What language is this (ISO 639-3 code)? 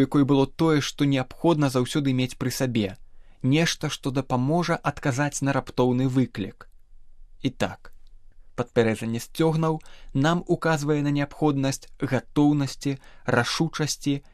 bel